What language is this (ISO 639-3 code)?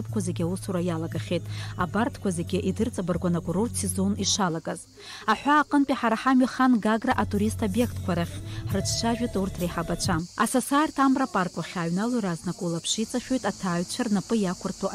abk